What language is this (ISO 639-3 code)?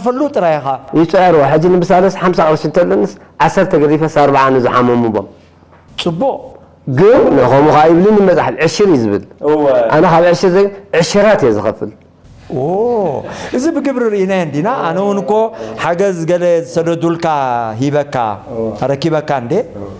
tir